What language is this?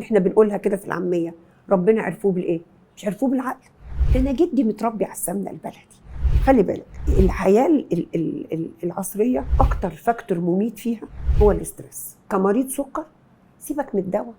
Egyptian Arabic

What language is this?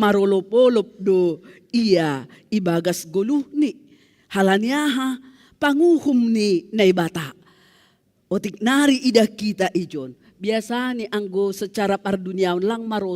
Batak Simalungun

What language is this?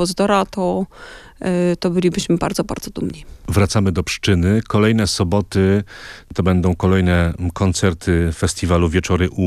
Polish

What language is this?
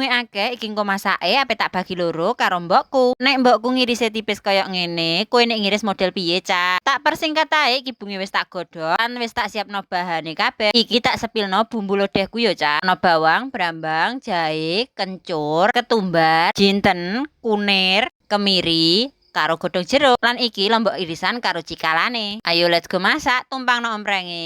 Javanese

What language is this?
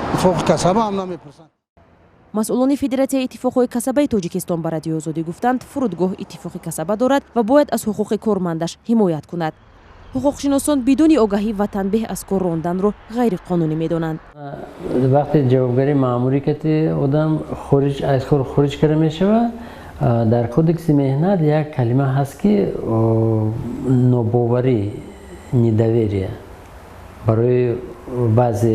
Tajik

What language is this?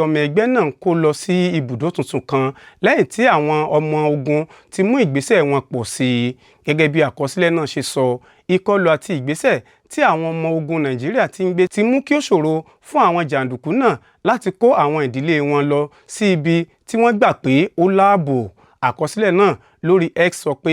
Yoruba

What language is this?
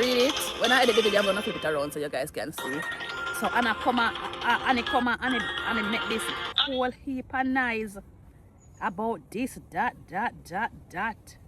Jamaican Creole English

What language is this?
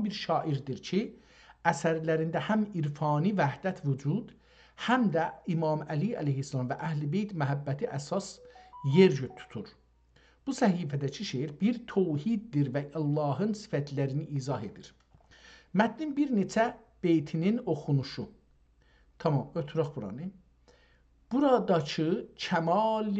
South Azerbaijani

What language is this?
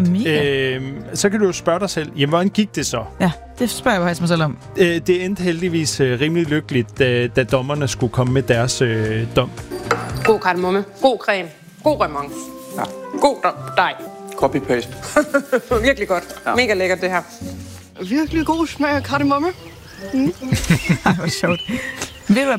Danish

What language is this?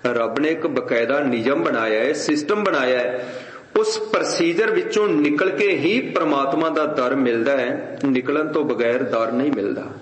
Punjabi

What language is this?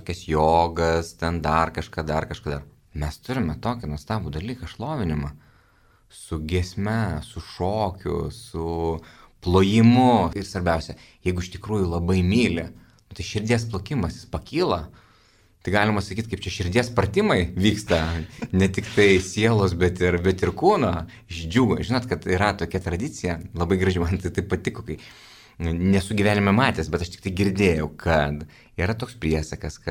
Lithuanian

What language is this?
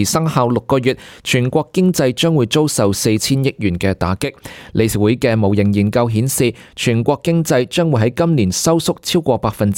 Cantonese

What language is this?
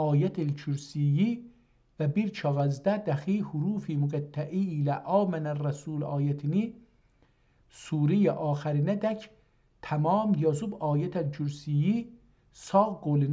South Azerbaijani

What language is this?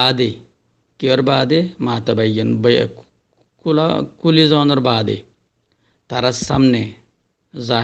Rohingya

